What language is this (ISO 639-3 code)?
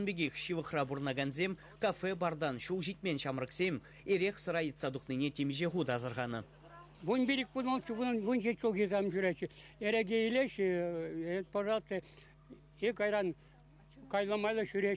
chv